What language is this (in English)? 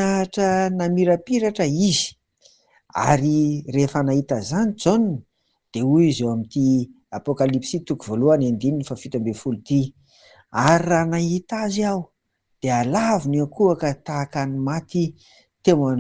Malagasy